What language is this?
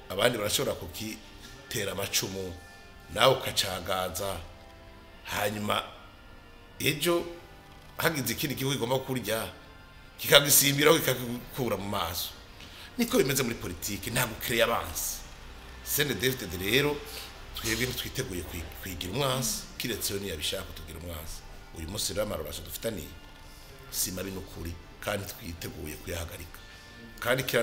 Rundi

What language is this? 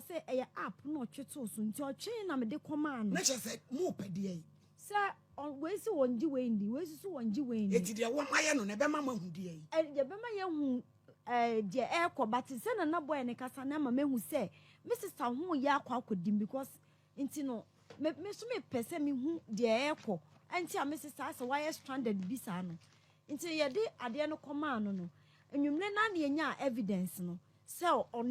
Akan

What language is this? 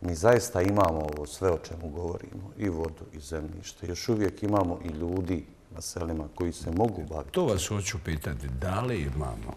Bosnian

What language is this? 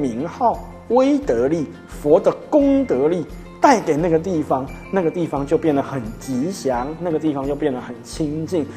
Chinese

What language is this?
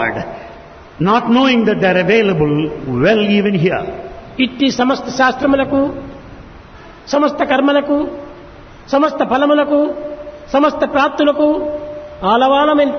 Telugu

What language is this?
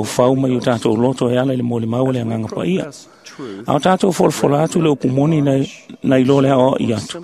Samoan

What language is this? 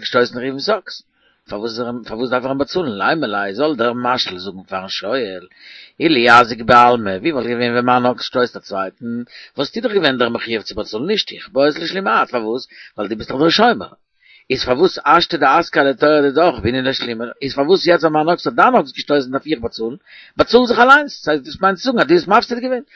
Yiddish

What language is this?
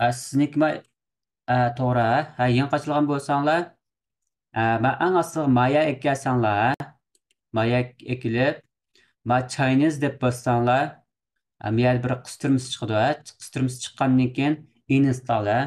Uyghur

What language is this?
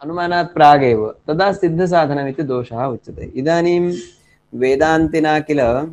Sanskrit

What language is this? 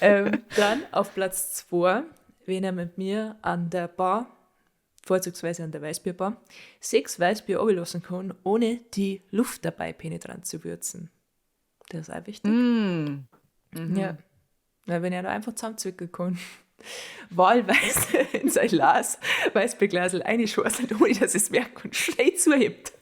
Bavarian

